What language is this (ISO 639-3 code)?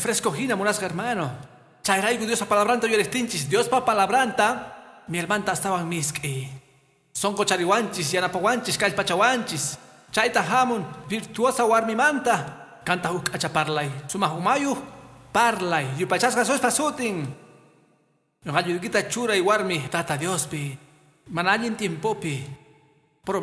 que